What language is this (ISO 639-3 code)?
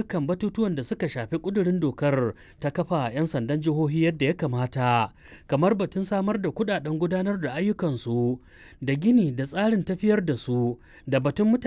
hau